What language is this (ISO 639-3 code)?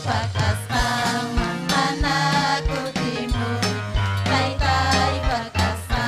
quy